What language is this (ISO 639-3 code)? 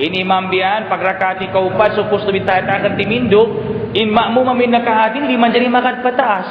tsg